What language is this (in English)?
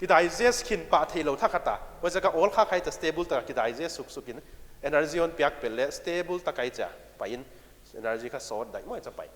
Paite Chin